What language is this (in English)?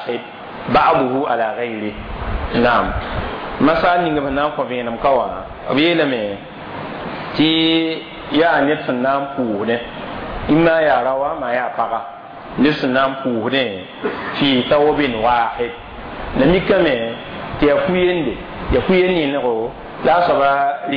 Mossi